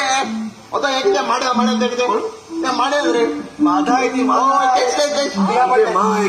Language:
Konkani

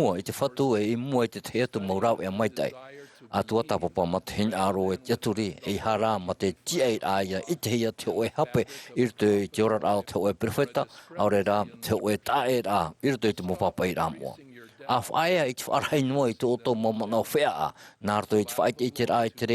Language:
Tahitian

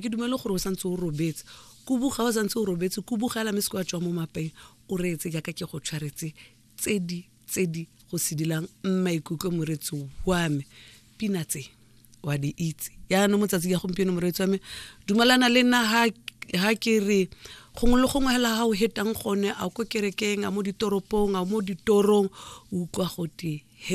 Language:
Tswana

